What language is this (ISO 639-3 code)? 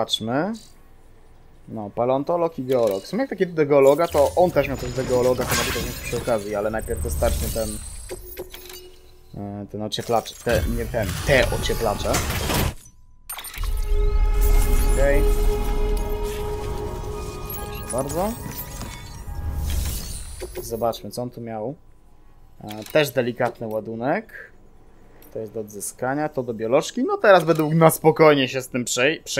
pol